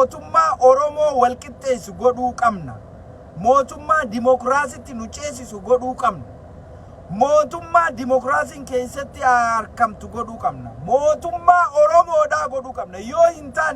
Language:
Oromo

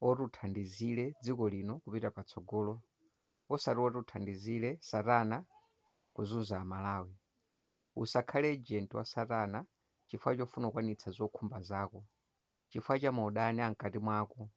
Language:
Nyanja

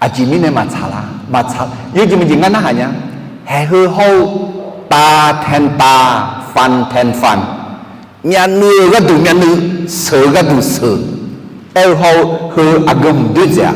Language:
Akha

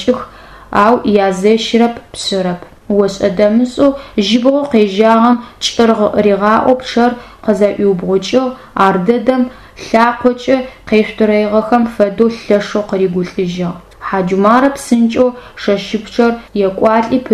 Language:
Adyghe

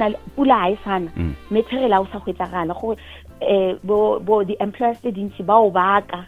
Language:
Northern Sotho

